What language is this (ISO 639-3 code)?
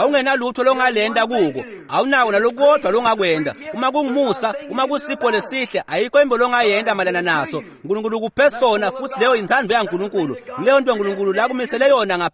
ssw